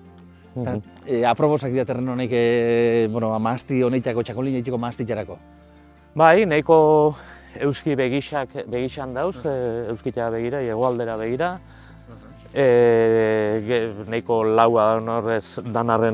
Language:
Basque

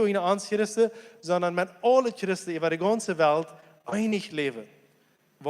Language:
Plautdietsch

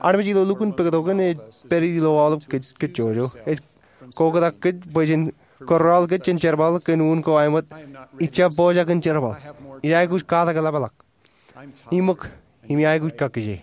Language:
Marshallese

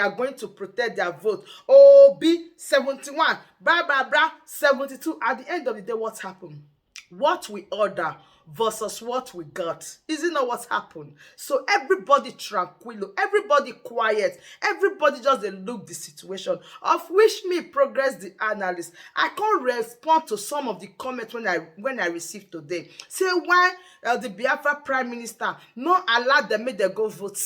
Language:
Nigerian Pidgin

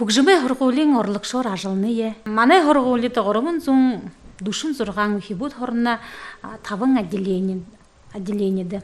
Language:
Buriat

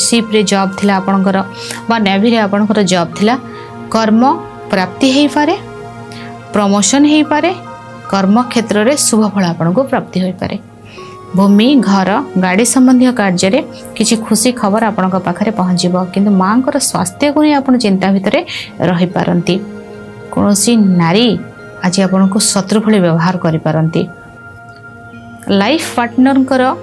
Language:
Odia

